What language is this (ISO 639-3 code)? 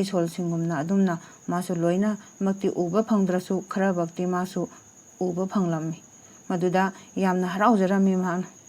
mni